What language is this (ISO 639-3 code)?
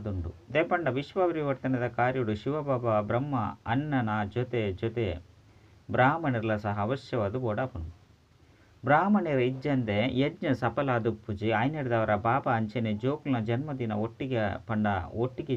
tcy